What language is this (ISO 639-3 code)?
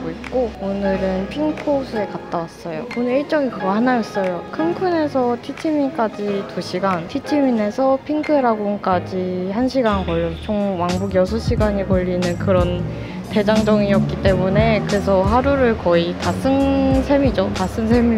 kor